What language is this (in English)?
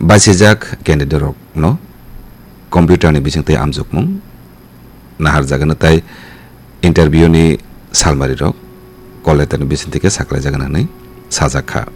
Kok Borok